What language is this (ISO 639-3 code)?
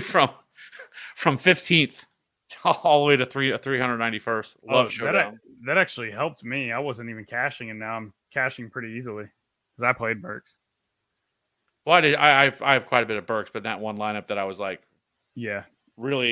eng